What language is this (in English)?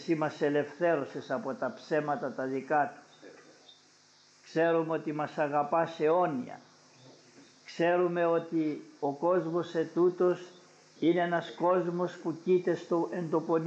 Greek